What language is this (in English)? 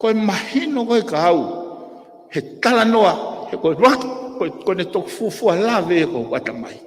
Tongan